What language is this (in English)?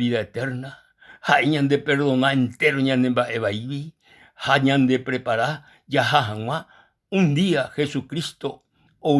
Guarani